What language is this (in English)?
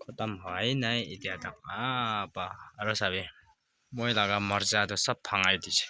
Naga Pidgin